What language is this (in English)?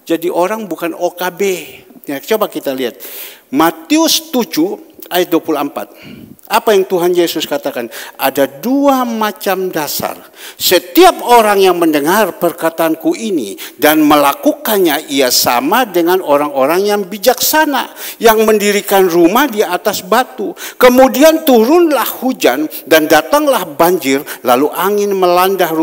Indonesian